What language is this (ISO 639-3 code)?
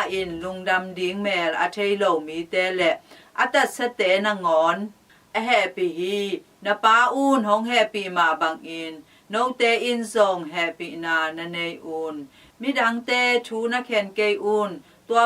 ctd